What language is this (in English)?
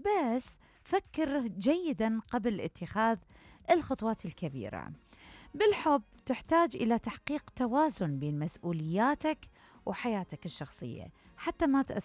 Mesopotamian Arabic